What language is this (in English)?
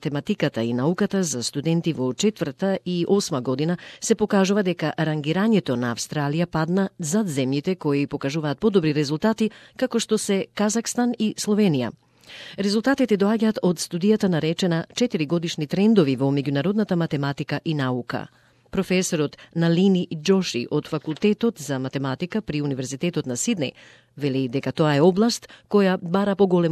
Macedonian